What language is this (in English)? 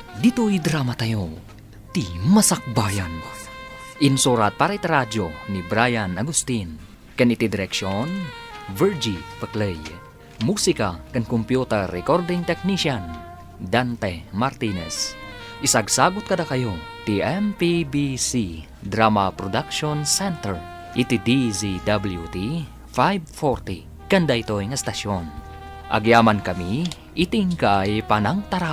Iloko